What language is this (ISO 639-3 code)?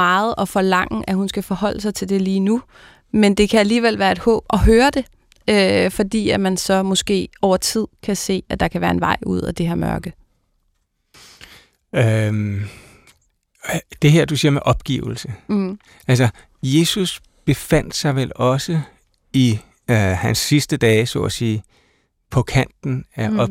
dan